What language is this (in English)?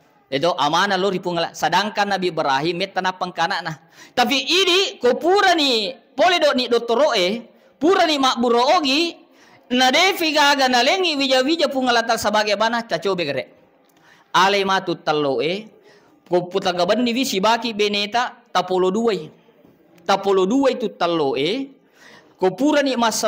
Buginese